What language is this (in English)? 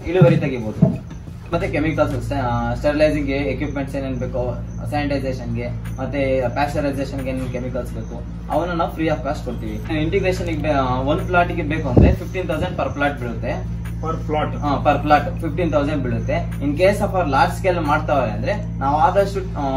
Kannada